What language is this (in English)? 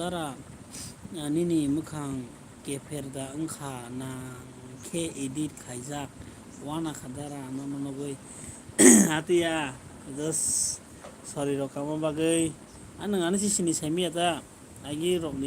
Kok Borok